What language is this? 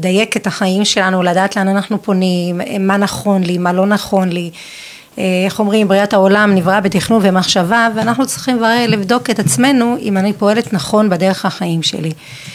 Hebrew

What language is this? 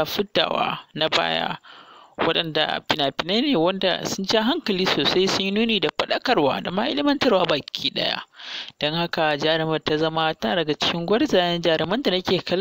Hausa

